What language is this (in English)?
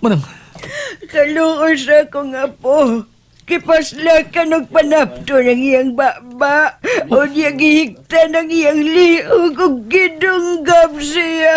Cebuano